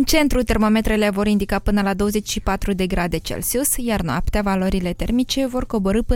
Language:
Romanian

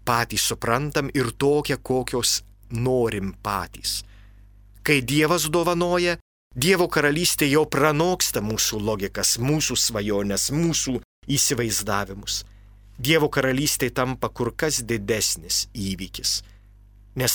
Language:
Lithuanian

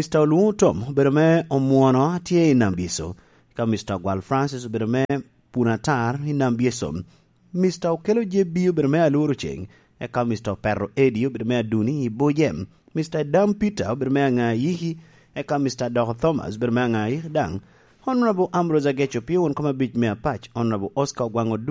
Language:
Lango (Uganda)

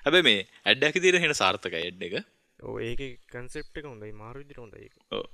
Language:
Sinhala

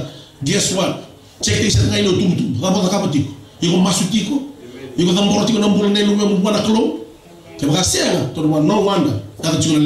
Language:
Fijian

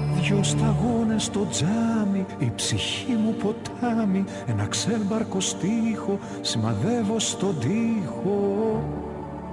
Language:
Greek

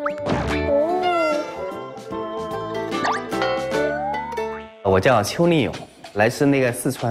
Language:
Chinese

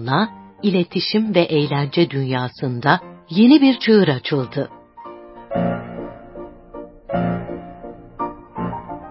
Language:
Turkish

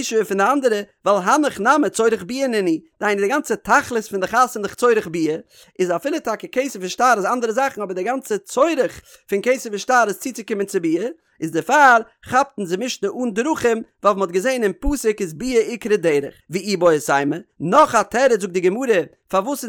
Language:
Yiddish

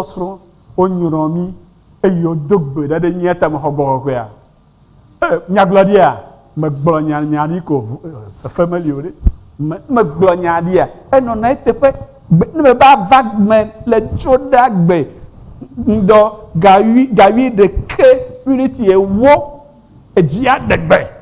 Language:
Ewe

